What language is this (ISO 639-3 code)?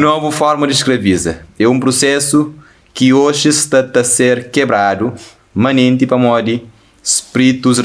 kea